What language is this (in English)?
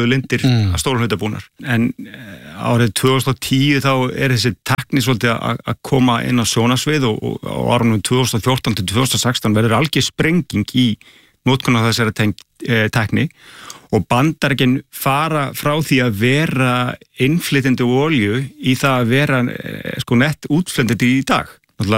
Icelandic